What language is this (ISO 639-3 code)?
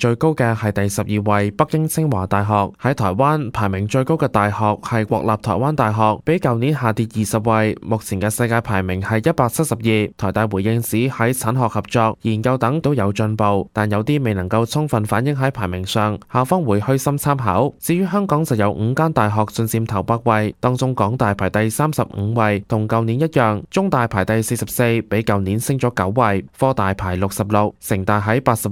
yue